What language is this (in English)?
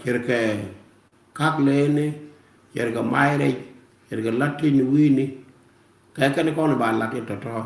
Nuer